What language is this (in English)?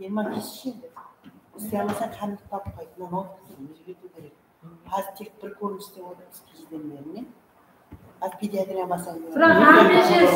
Kara-Kalpak